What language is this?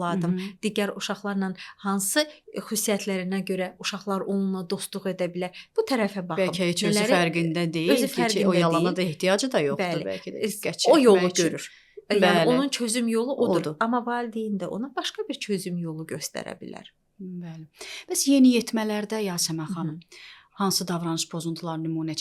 Azerbaijani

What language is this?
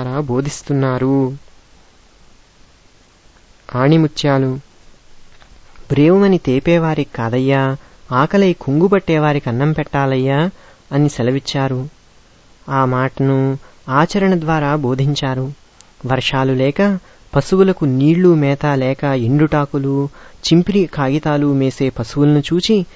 Telugu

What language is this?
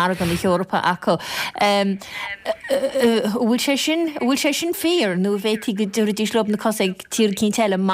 Irish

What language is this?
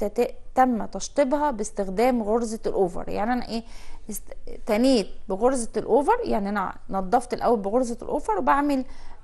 Egyptian Arabic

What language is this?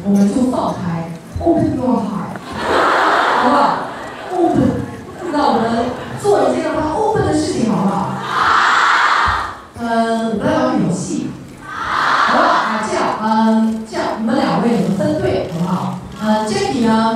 Chinese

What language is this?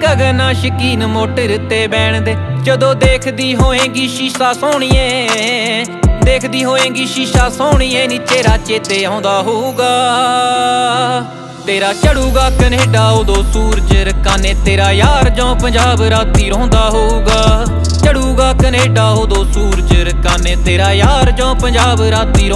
Punjabi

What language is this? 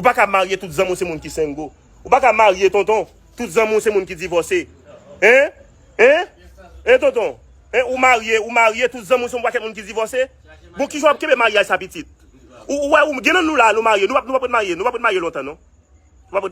Haitian Creole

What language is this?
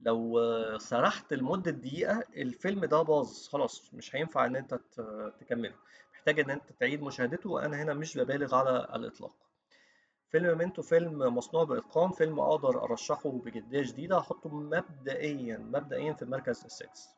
Egyptian Arabic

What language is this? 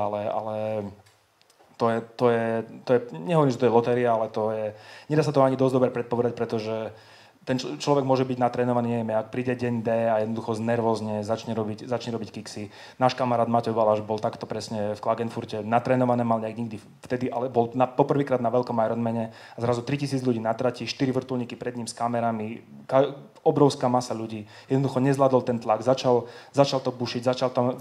Slovak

